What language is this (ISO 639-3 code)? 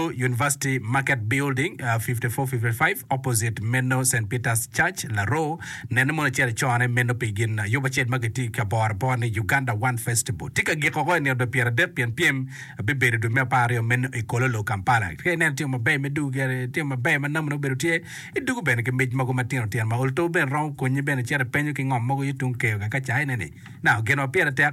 ach